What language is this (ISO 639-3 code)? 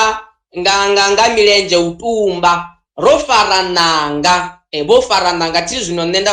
ven